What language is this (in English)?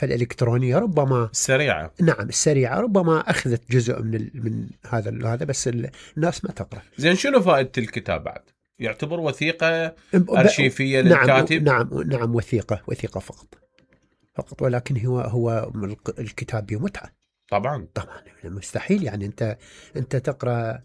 Mesopotamian Arabic